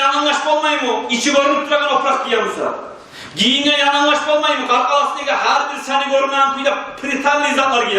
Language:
Kumyk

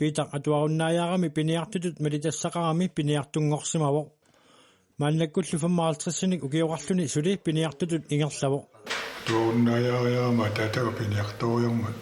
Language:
Kalaallisut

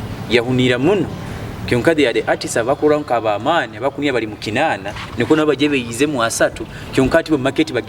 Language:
Nyoro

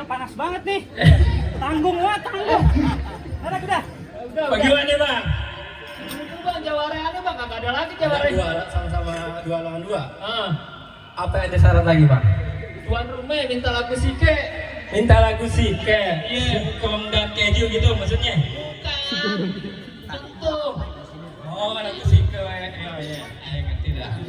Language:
Betawi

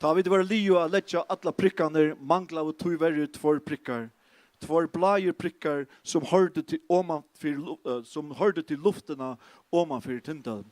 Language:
Faroese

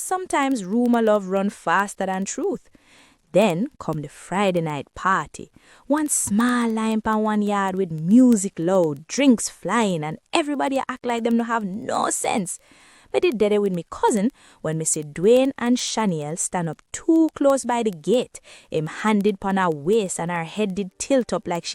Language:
Jamaican Creole English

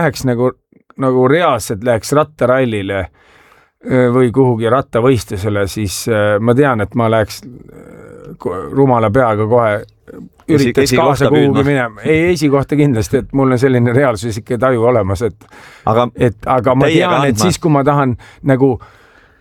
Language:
Estonian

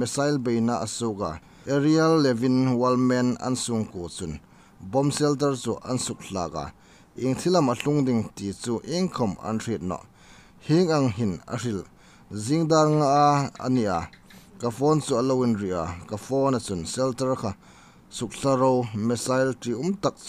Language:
Hmar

